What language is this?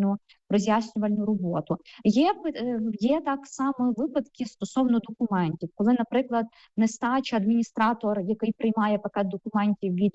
Ukrainian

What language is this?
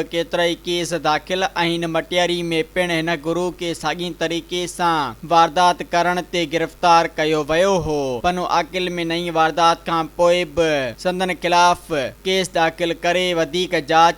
Sindhi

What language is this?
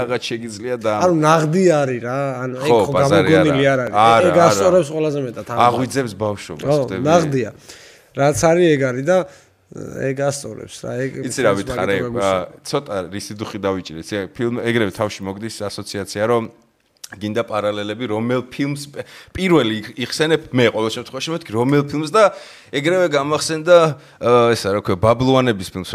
Georgian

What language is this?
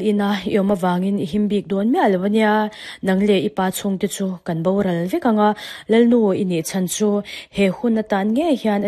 Mizo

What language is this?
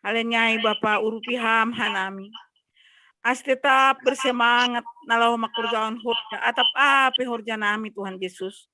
Batak Simalungun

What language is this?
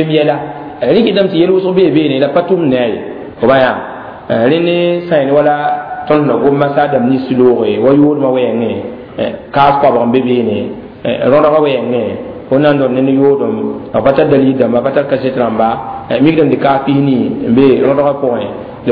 Mossi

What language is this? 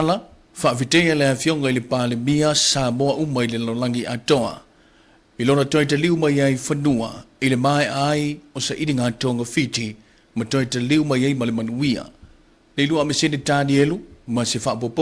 Samoan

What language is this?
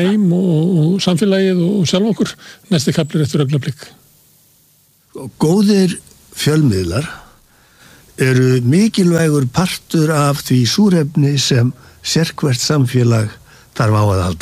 Icelandic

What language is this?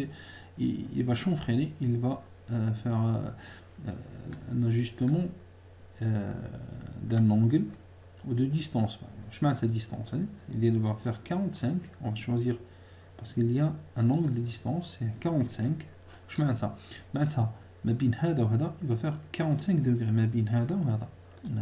French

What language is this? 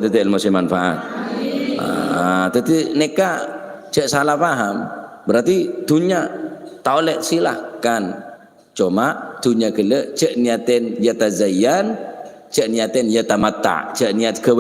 Madurese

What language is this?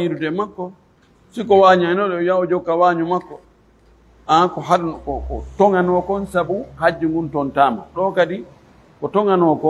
Fula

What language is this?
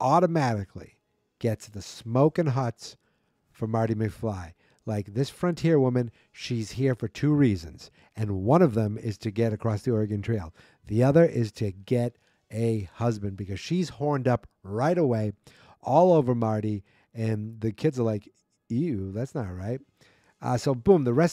English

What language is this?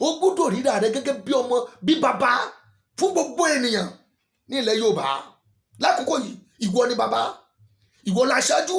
Yoruba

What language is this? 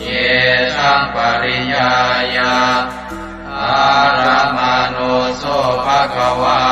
Pali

